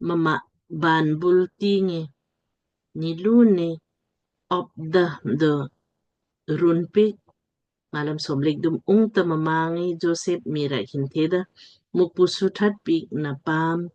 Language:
Lamkang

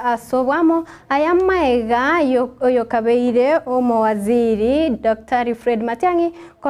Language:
Gusii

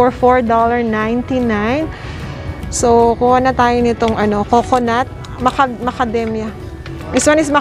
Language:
Filipino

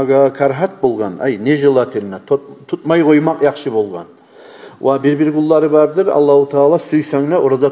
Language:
Kumyk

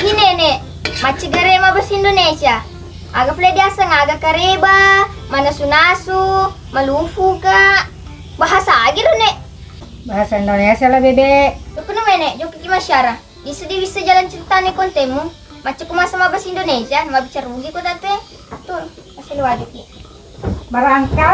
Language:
Buginese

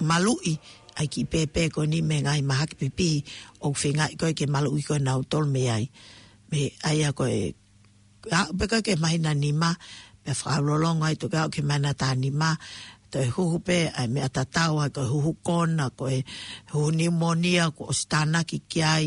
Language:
Tongan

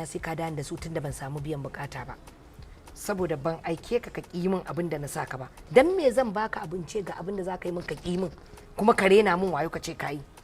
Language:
Hausa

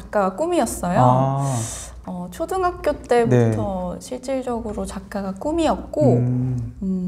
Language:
Korean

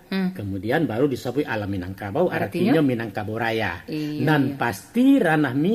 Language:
Minangkabau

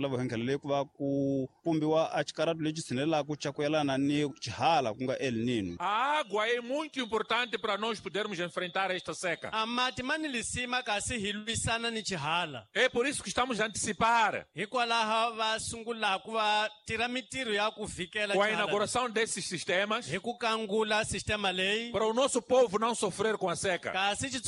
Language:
Tsonga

